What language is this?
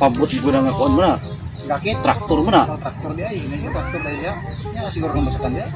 Cebuano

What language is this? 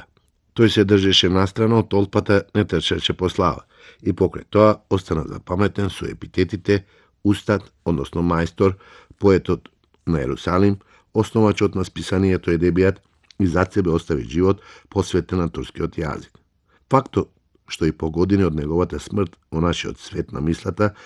Macedonian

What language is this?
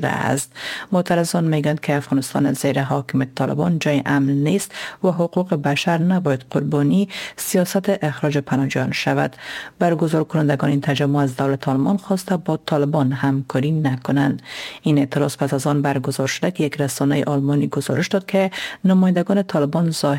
Persian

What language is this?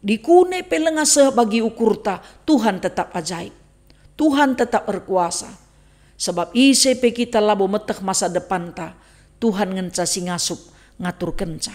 Batak Karo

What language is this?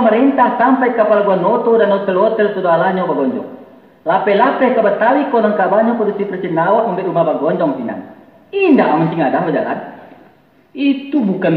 Minangkabau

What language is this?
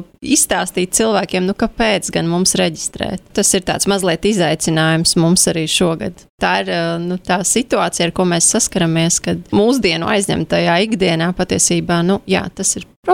Latvian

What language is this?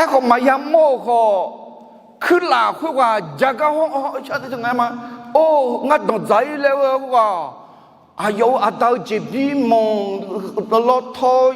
Akha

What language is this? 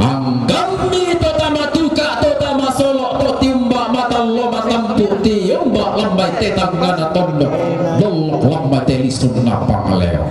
Toraja-Sa'dan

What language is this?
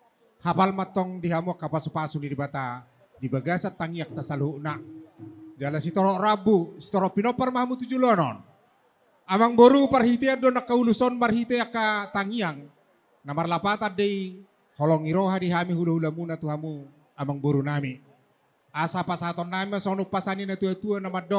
Batak Toba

